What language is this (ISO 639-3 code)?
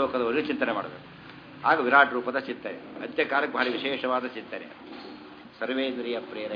kan